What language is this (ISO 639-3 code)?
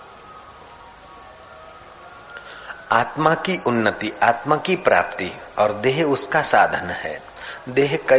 hin